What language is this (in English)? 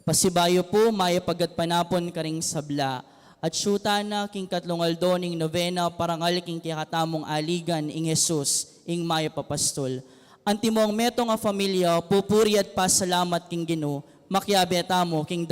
Pampanga